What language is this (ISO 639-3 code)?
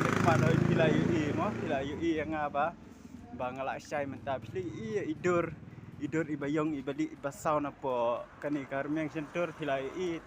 kha